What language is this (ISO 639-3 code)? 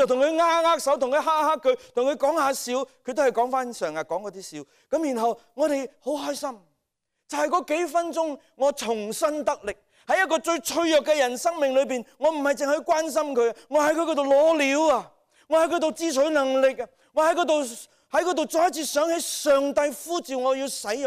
yue